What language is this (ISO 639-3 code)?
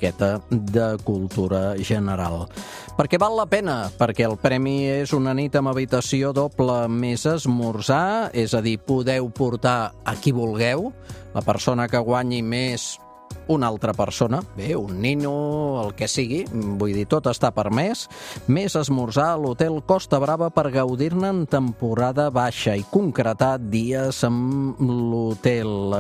cat